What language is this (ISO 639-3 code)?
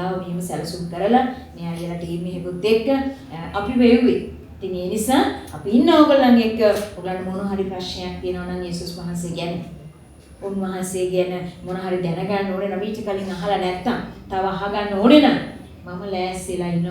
sin